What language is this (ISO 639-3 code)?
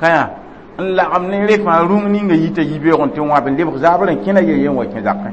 mos